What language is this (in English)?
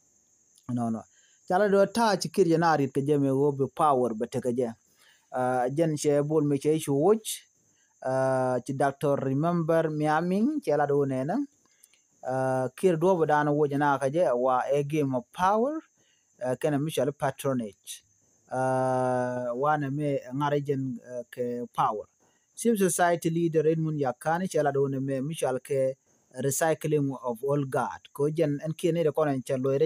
Nuer